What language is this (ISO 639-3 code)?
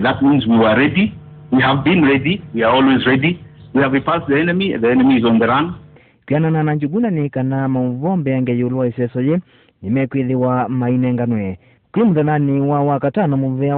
kam